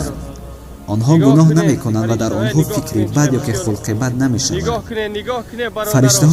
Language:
Tajik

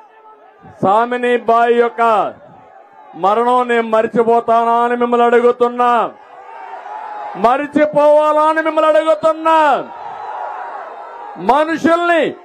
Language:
Telugu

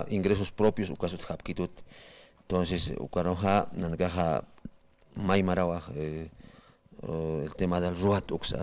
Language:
Aymara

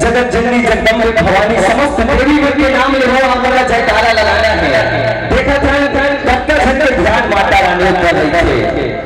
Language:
Chhattisgarhi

